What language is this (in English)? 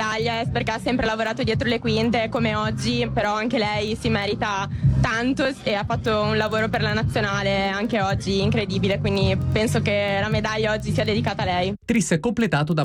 Italian